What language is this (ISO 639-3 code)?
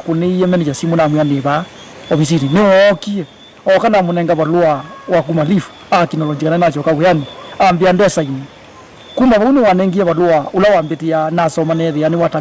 kam